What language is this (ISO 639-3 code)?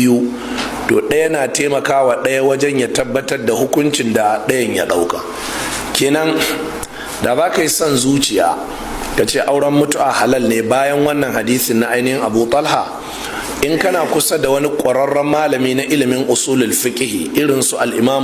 hau